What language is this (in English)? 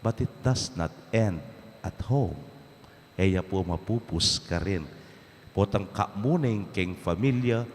Pampanga